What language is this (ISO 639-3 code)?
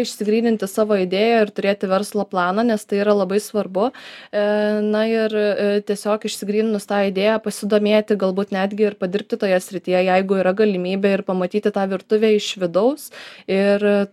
lit